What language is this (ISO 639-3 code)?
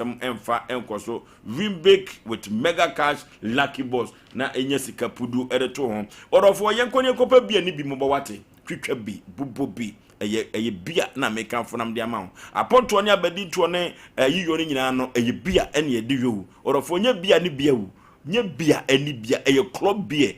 aka